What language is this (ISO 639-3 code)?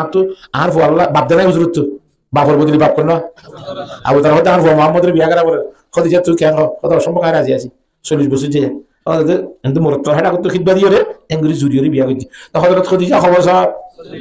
rhg